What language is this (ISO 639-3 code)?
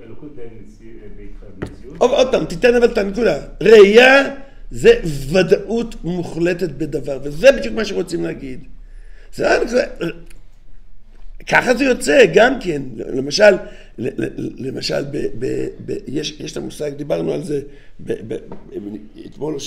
heb